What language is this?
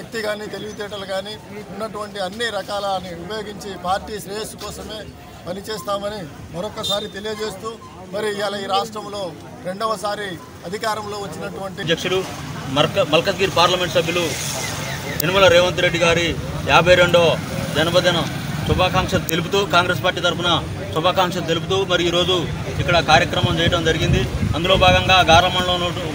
Telugu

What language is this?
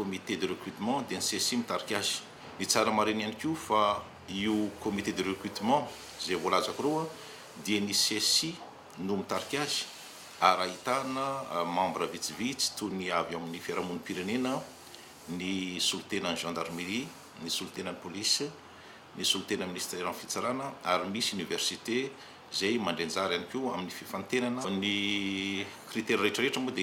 Malagasy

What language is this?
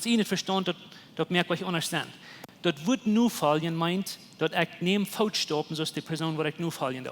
Plautdietsch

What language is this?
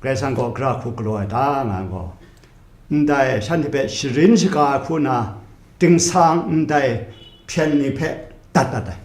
Kachin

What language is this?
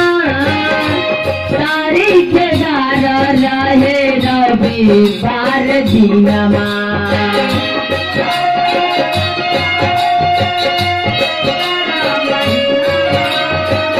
Bhojpuri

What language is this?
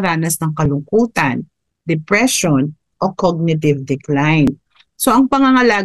Filipino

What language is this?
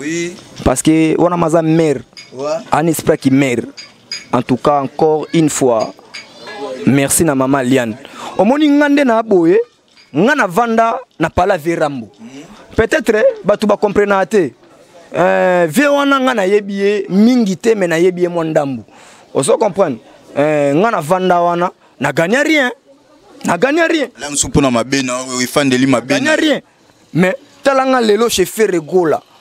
Lingala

